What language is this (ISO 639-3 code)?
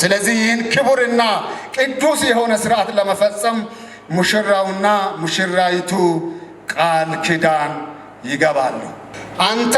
amh